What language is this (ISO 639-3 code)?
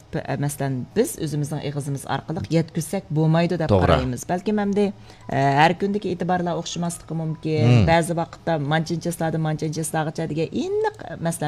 uig